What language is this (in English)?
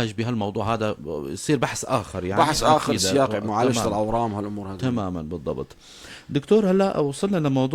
North Levantine Arabic